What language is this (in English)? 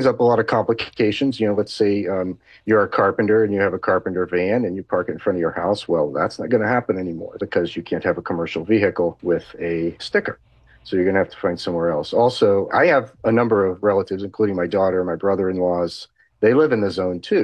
English